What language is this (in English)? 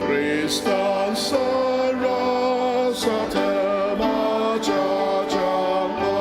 Ao Naga